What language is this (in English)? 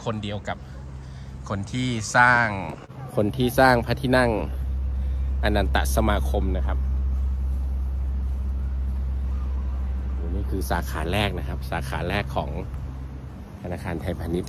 Thai